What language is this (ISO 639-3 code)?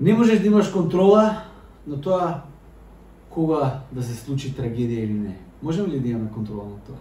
mkd